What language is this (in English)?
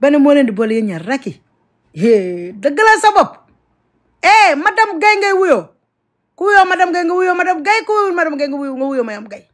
Wolof